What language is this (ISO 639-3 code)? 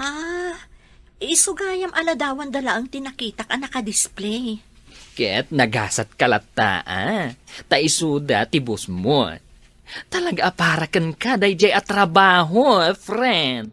ilo